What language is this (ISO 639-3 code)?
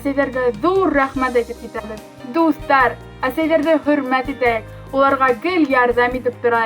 bak